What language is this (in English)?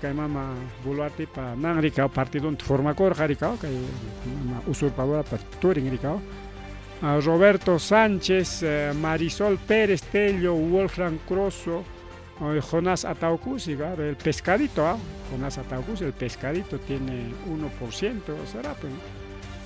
Ayacucho Quechua